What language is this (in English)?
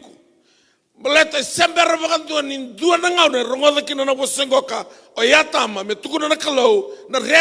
Fijian